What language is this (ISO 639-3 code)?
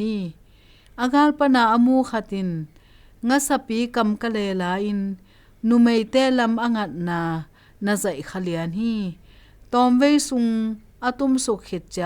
ctd